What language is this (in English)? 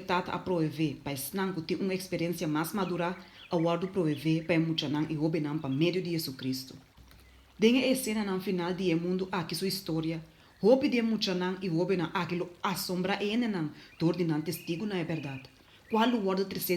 Papiamento